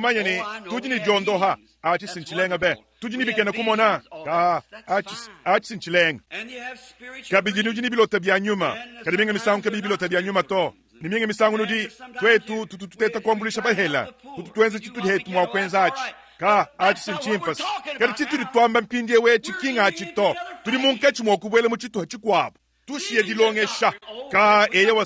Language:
Luba-Lulua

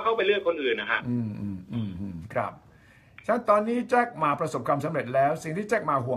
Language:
Thai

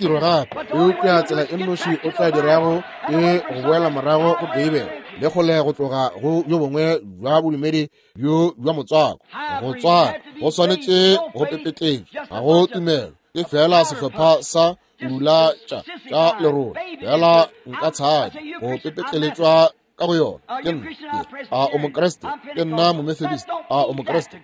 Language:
Northern Sotho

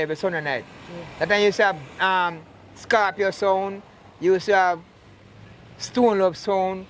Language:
Jamaican Creole English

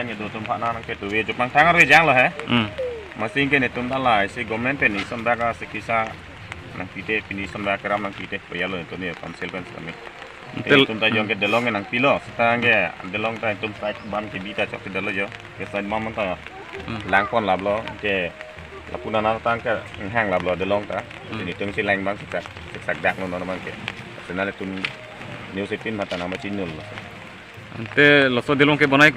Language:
Karbi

